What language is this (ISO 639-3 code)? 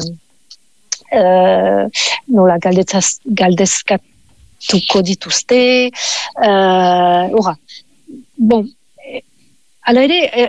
eus